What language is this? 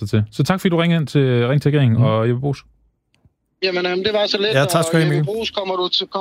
Danish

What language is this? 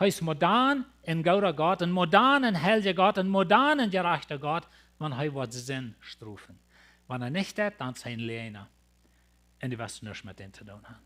Plautdietsch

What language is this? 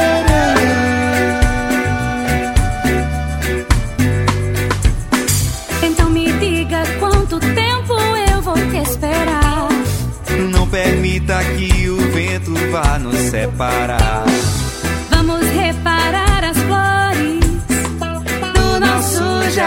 Portuguese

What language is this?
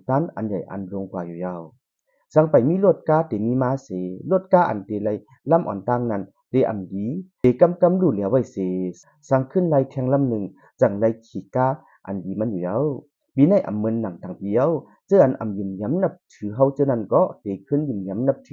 Shan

